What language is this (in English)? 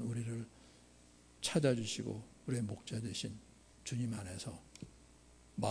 Korean